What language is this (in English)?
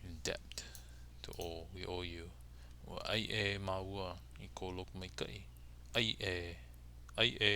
Hawaiian